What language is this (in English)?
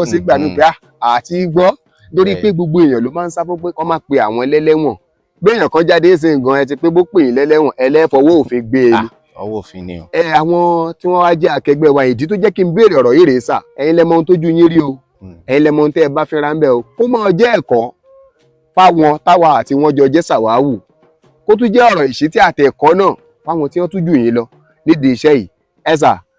Yoruba